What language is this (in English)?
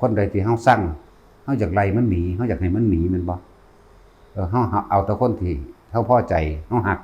Northeastern Thai